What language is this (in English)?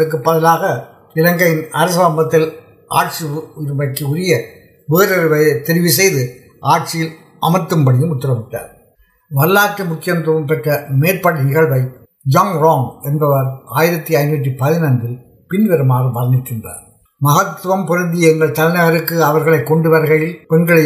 Tamil